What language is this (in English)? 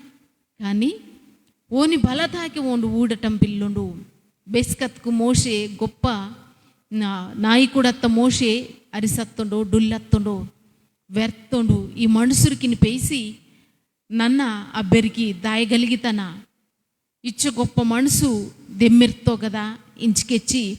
Koya